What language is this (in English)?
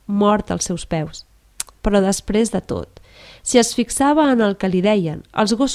Catalan